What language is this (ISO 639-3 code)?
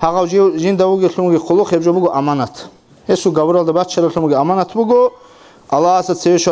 ava